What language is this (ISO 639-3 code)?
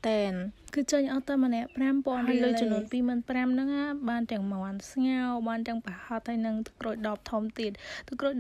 khm